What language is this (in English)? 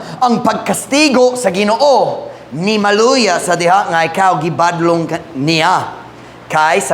Cebuano